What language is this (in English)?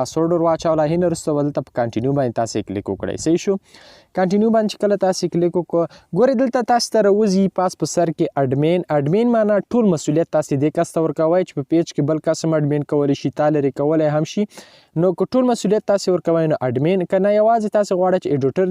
Pashto